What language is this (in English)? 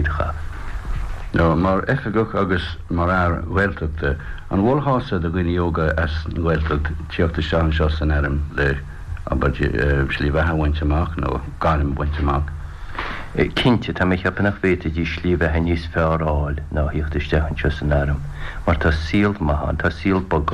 Irish